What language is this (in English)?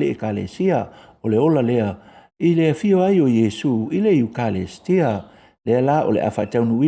Samoan